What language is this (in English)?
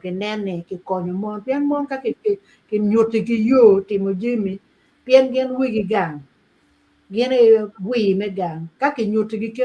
Acoli